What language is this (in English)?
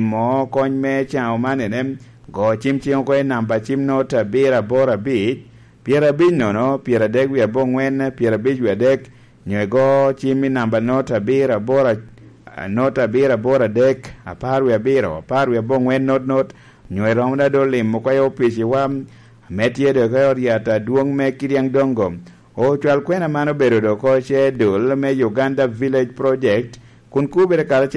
Lango (Uganda)